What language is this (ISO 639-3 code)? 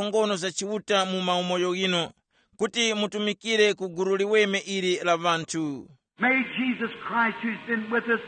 tum